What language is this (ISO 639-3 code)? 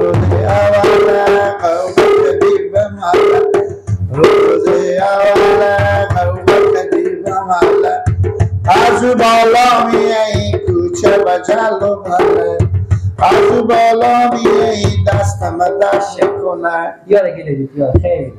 fas